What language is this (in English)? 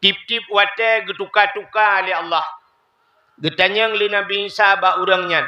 Achinese